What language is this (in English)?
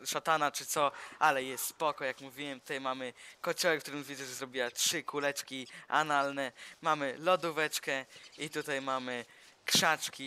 Polish